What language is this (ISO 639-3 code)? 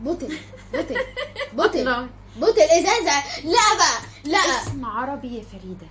arz